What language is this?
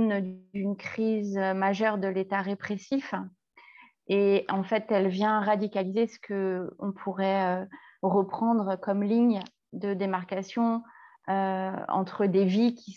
French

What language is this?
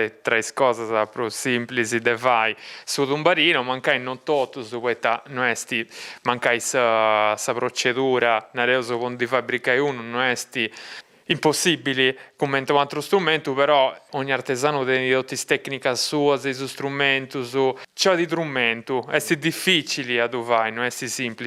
Sardinian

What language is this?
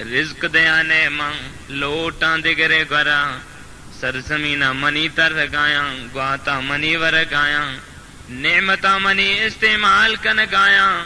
Baluchi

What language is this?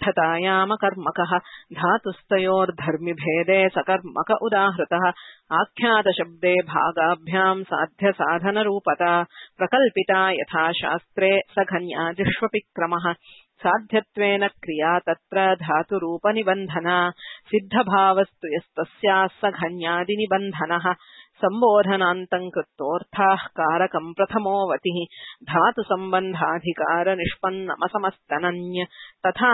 Sanskrit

